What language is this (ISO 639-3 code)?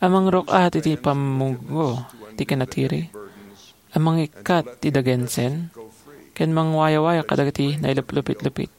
ilo